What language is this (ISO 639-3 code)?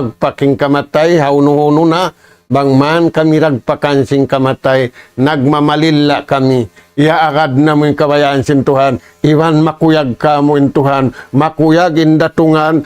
tsg